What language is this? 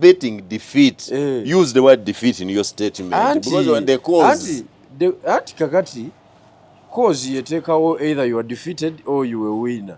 Ganda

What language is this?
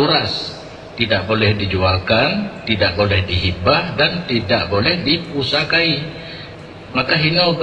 Achinese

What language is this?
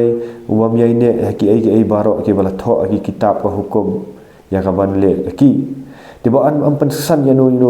Khasi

